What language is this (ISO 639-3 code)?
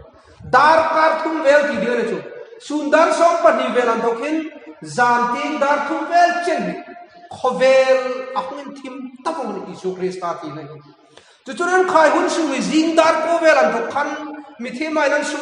hmr